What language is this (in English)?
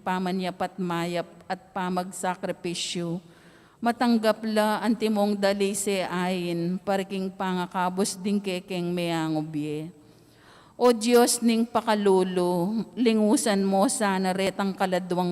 Pampanga